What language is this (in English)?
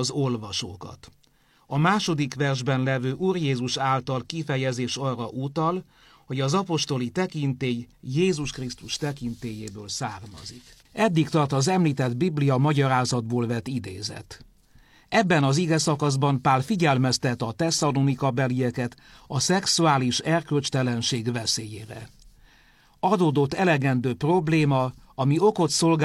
Hungarian